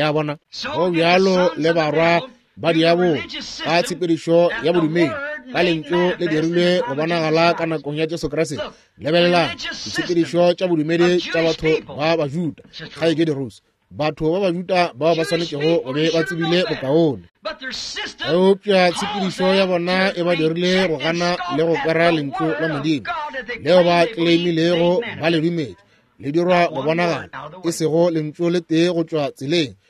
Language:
Northern Sotho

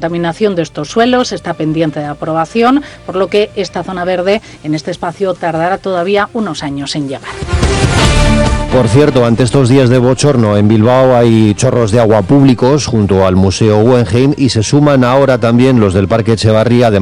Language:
Spanish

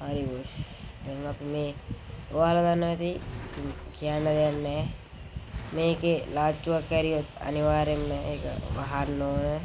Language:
Sinhala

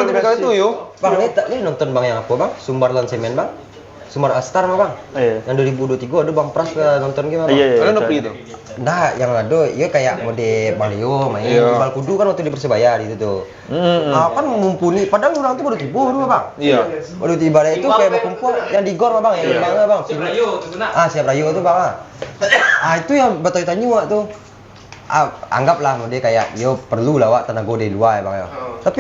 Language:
Minangkabau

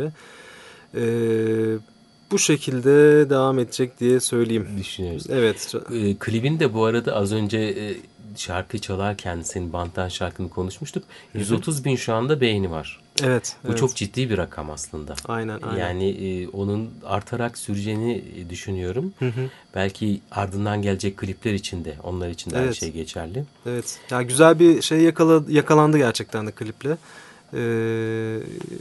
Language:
Turkish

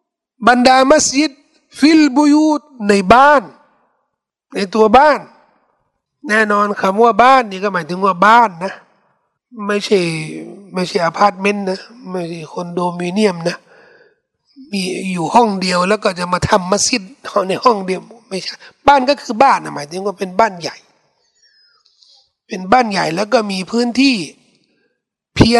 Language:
Thai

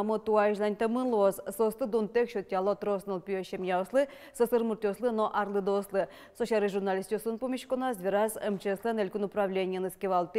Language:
Udmurt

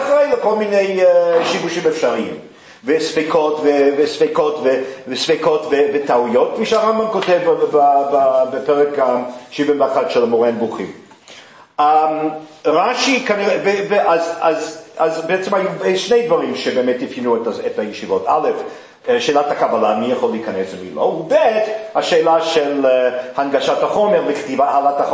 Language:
Hebrew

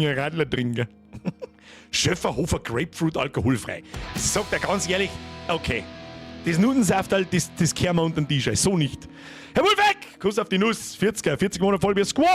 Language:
Bavarian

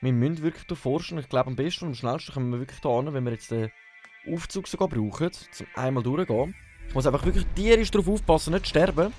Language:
Swiss German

